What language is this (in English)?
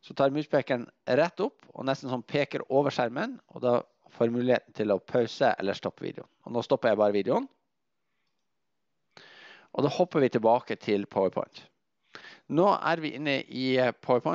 Norwegian